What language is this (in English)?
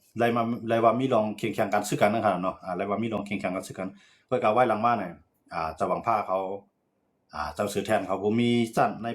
Shan